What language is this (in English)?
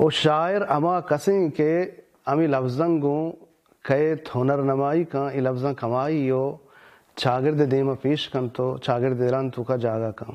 Baluchi